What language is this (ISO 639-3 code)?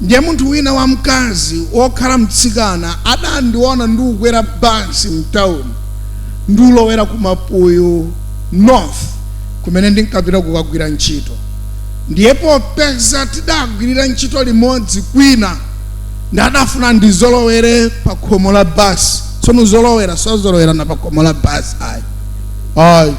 nya